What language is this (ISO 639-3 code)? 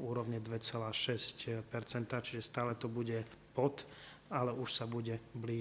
slk